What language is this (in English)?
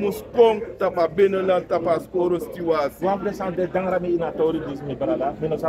Sranan Tongo